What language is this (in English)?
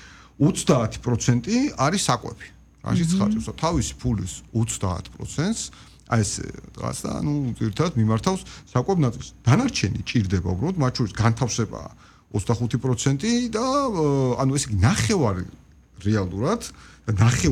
Georgian